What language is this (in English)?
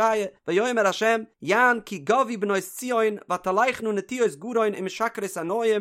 Yiddish